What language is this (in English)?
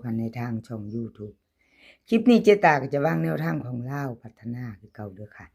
Northeastern Thai